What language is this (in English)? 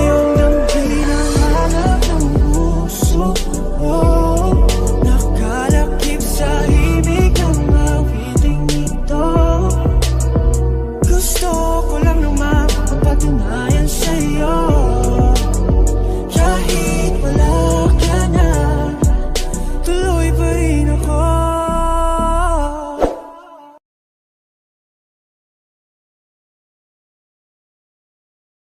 Filipino